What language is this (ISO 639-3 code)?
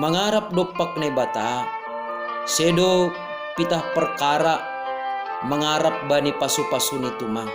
bts